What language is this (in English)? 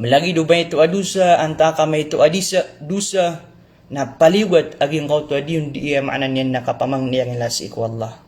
Maranao